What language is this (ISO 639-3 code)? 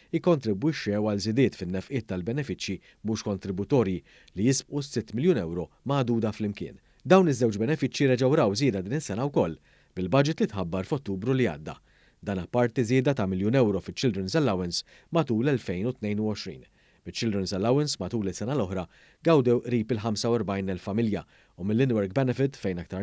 mlt